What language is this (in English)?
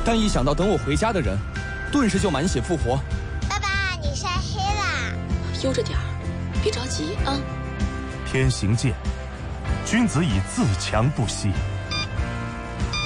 Chinese